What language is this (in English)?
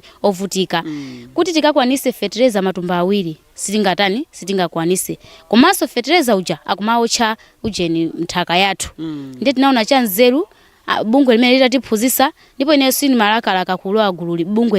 Nyanja